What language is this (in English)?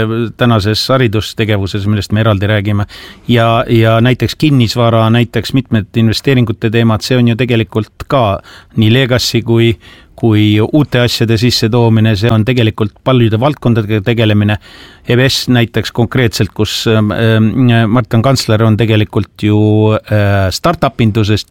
Estonian